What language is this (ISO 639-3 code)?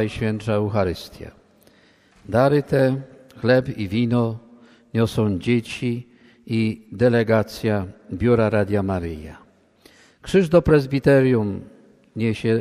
pol